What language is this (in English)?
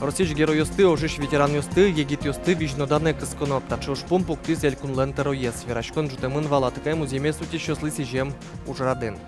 Udmurt